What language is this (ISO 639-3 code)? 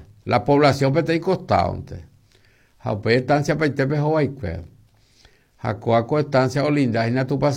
grn